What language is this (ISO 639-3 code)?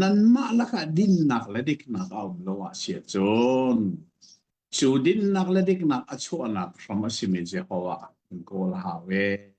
cnh